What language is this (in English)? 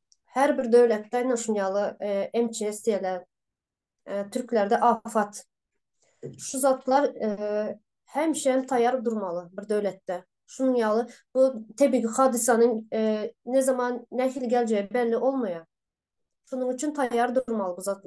Turkmen